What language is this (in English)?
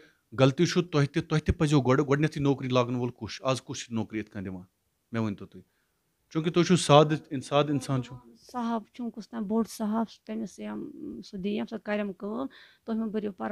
Kashmiri